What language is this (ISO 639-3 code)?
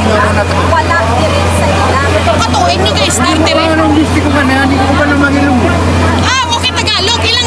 hil